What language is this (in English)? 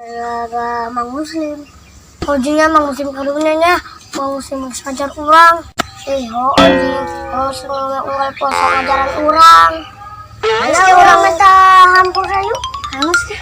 Sundanese